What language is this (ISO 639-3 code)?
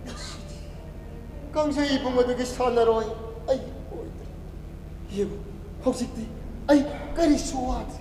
mni